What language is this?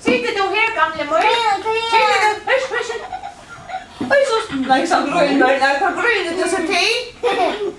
Faroese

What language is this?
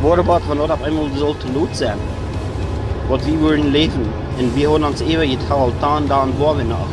Plautdietsch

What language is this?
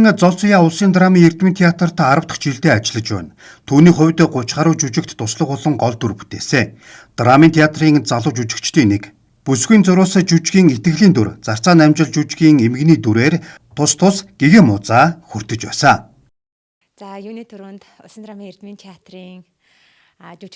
Mongolian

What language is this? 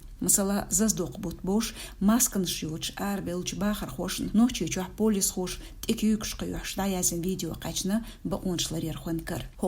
Chechen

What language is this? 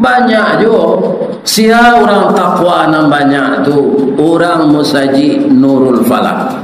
Minangkabau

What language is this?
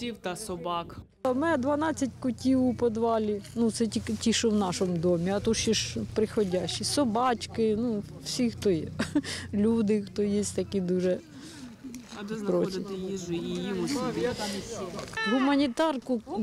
Ukrainian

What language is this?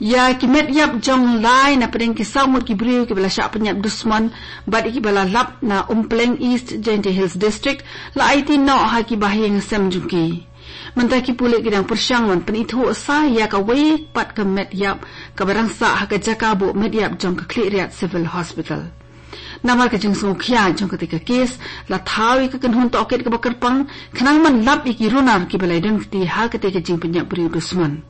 Khasi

